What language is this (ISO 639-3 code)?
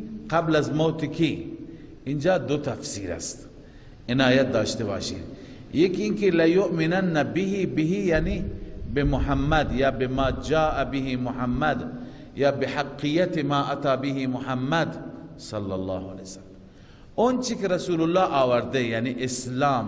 fas